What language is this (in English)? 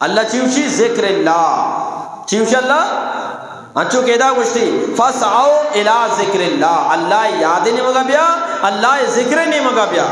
Eastern Balochi